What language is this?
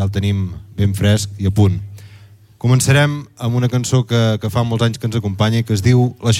Catalan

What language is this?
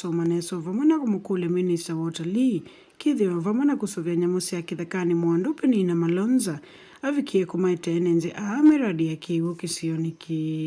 Kamba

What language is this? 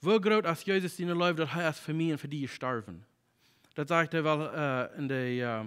Plautdietsch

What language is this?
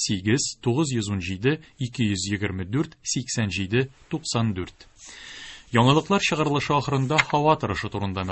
Tatar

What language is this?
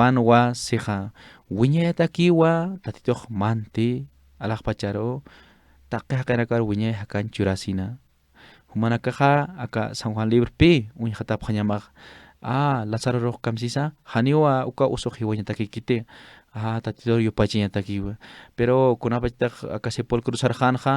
Aymara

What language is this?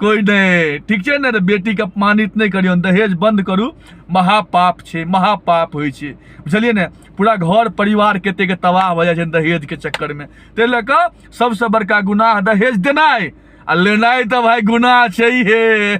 Maithili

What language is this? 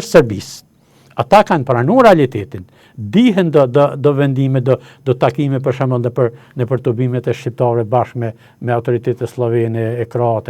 Albanian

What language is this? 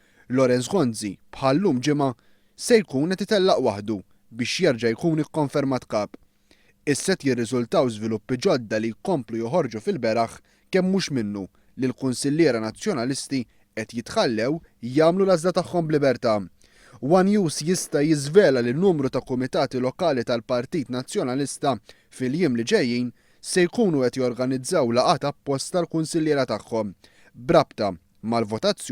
Maltese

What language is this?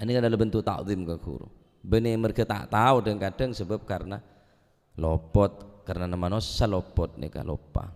Madurese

